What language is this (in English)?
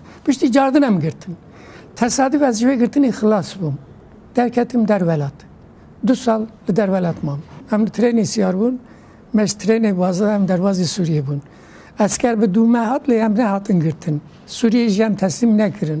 Kurdish